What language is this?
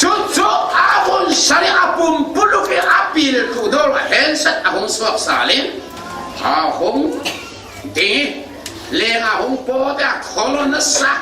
Falam Chin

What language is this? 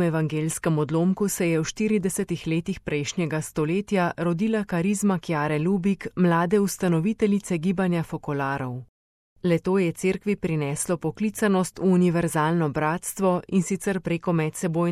Slovenian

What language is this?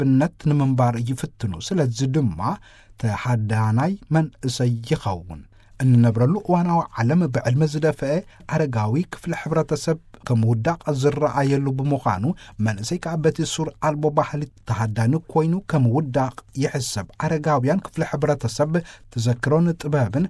Tigrinya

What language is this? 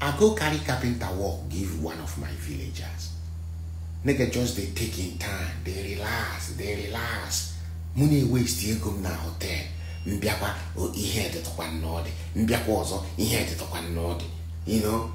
Nigerian Pidgin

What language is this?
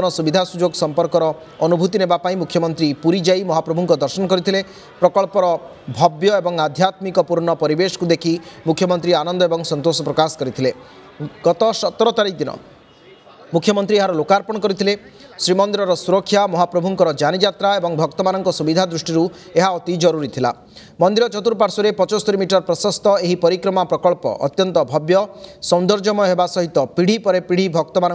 Odia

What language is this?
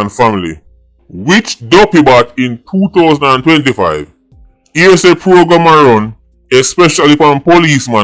Jamaican Creole English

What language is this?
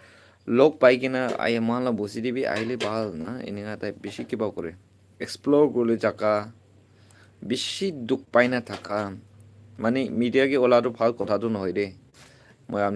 Naga Pidgin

